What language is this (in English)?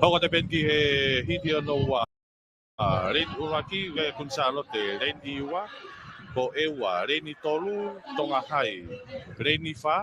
Tongan